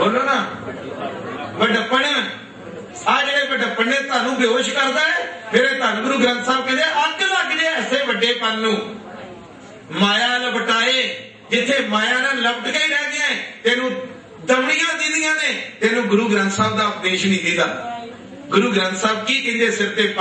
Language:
Punjabi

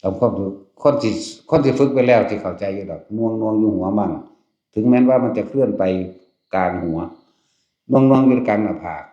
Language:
Northeastern Thai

